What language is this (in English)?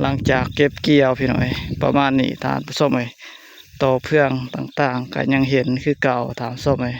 Lao